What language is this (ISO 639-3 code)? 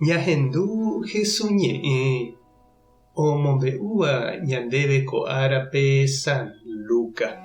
grn